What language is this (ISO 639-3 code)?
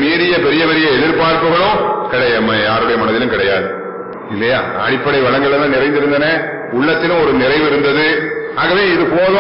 tam